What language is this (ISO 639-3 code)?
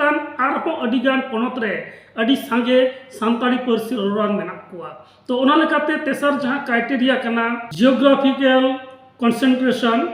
sat